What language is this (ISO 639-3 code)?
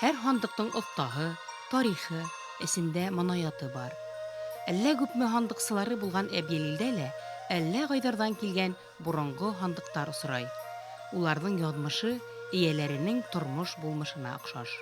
bak